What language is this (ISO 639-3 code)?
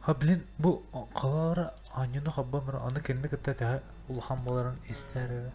sah